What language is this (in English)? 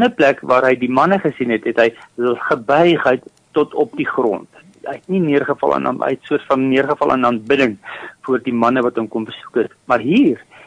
Afrikaans